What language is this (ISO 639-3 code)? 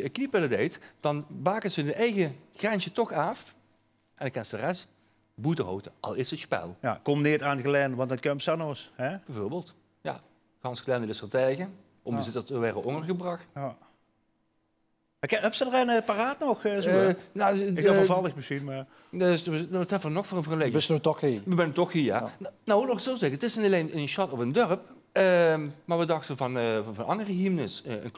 nld